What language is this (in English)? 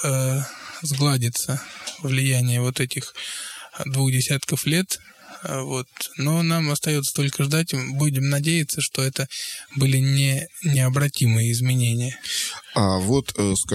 Russian